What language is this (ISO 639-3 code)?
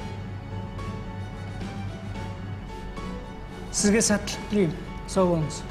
kaz